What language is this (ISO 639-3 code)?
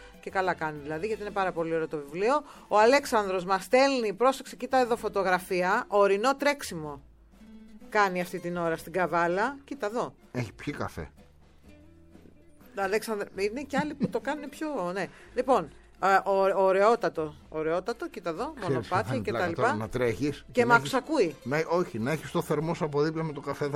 ell